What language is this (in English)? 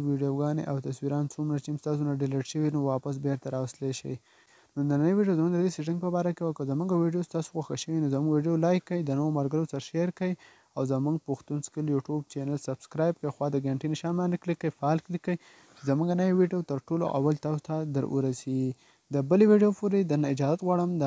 Pashto